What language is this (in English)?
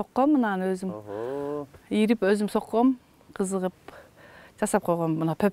Kyrgyz